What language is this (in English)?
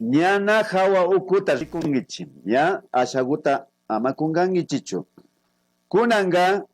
Imbabura Highland Quichua